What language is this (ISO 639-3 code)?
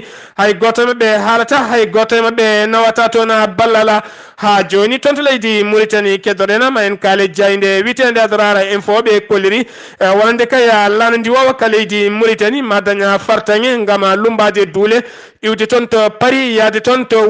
ful